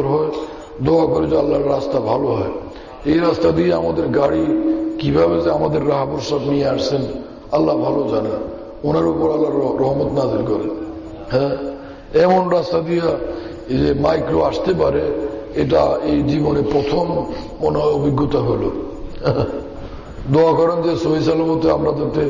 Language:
Bangla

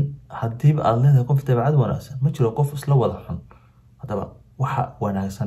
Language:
Somali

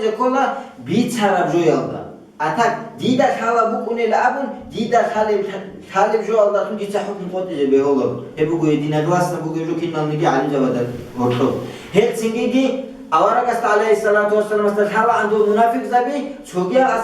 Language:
Avaric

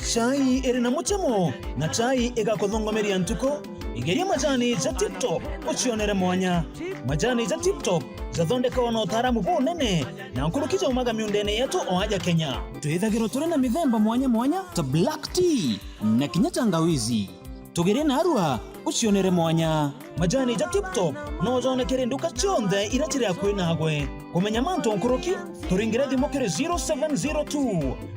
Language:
Meru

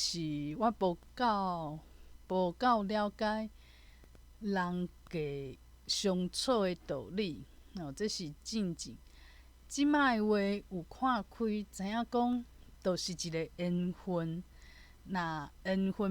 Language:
Min Nan Chinese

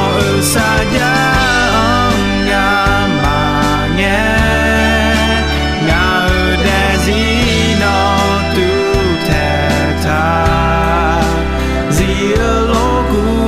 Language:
Akha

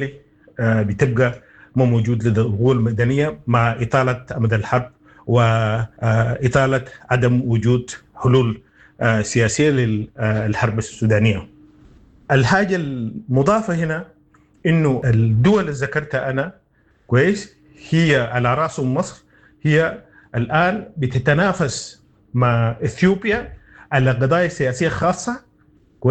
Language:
Sudanese Arabic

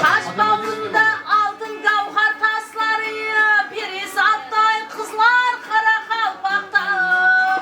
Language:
Kara-Kalpak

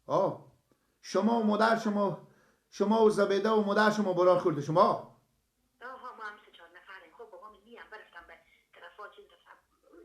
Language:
Persian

